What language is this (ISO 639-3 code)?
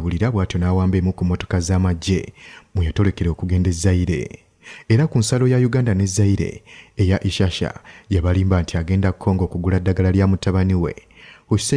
lug